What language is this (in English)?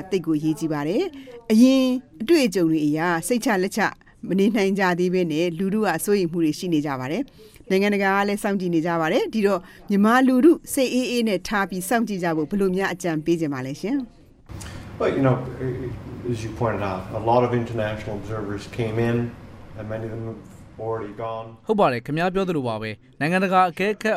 Burmese